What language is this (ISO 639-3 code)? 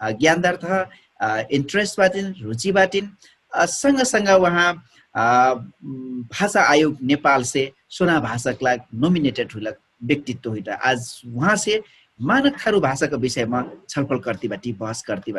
thl